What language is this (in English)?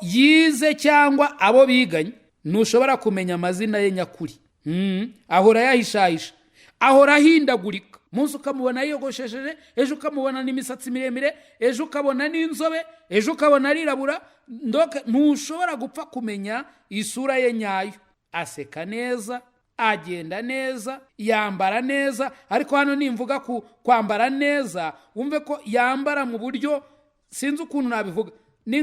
Kinyarwanda